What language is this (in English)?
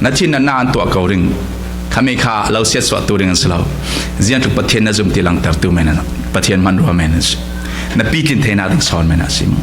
Falam Chin